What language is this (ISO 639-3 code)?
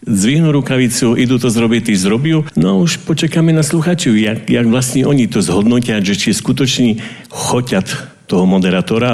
slk